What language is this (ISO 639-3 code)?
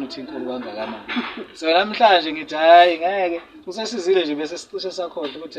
zul